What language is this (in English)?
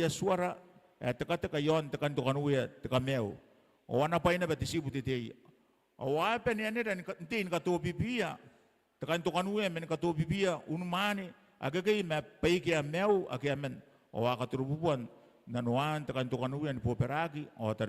Gilbertese